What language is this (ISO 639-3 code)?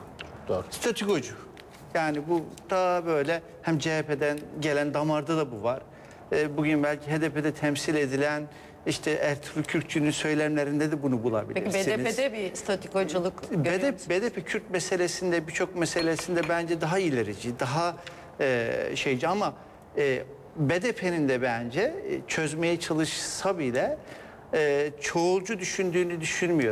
tur